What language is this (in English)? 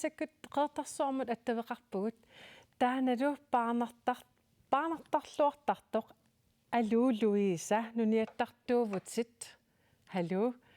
Kalaallisut